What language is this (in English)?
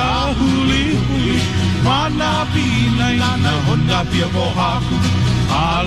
Hawaiian